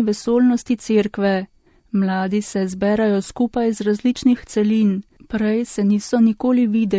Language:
Slovenian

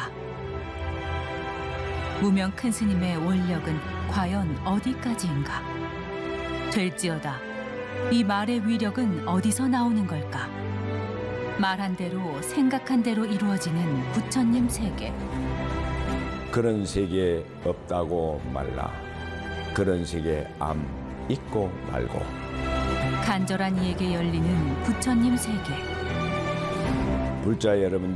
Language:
Korean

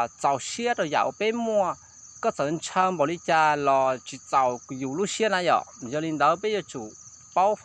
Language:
Hmong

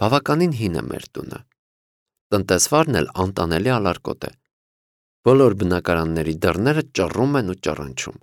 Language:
Armenian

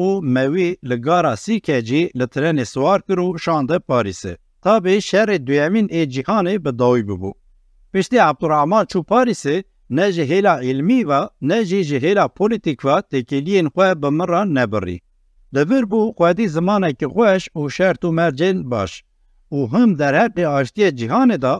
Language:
Kurdish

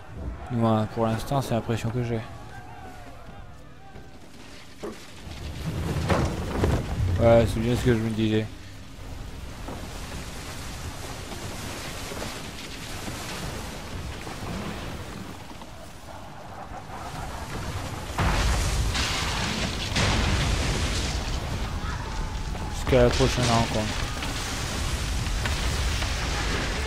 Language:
French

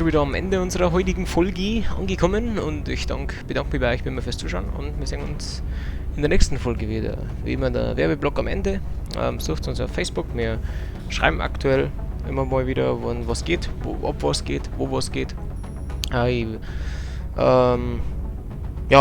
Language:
Bavarian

